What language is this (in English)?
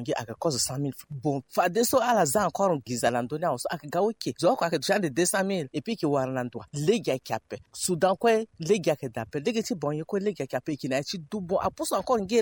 Sango